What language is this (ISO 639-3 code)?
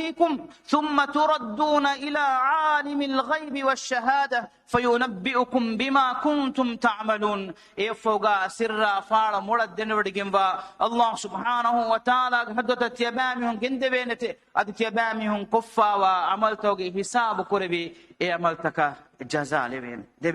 div